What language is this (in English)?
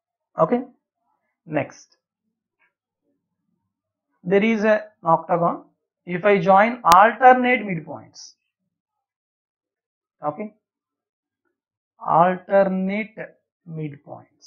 English